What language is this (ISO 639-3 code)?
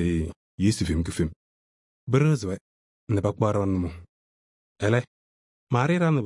kbp